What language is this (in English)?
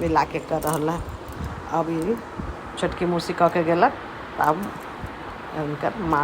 Maithili